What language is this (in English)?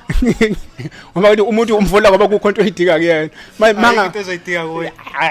Zulu